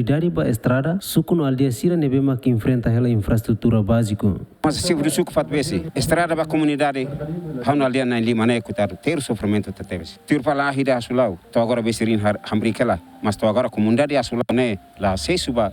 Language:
Tetum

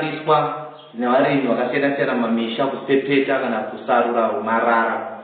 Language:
Shona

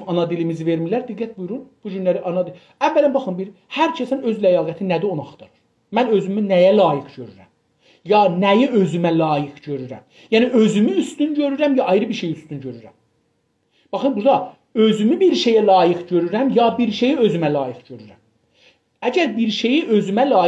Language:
South Azerbaijani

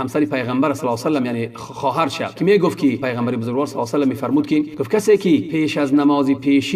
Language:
Tajik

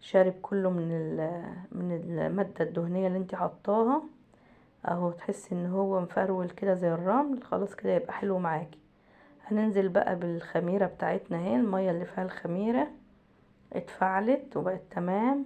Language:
Egyptian Arabic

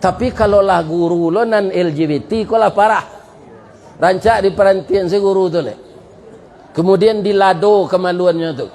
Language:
Minangkabau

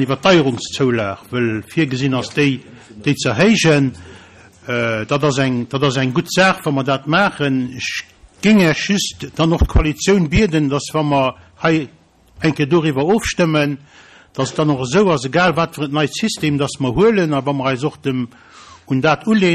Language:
Luxembourgish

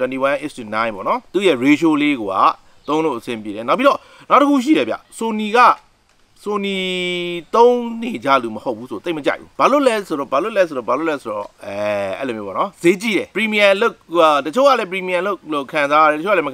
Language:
Burmese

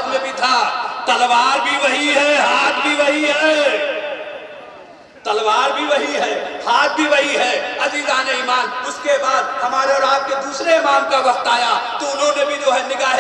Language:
Urdu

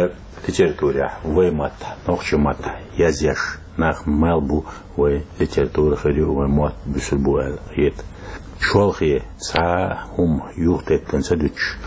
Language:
Chechen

